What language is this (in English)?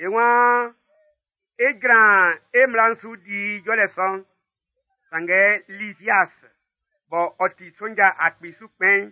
Baoulé